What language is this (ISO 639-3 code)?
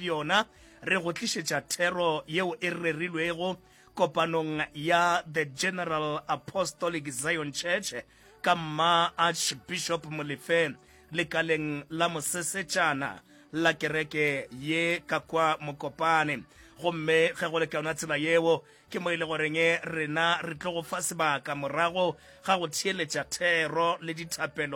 nso